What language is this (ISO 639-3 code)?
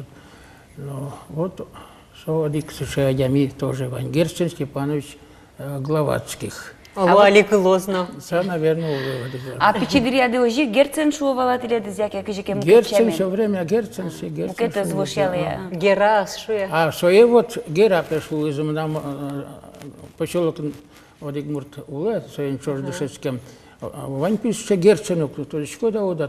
udm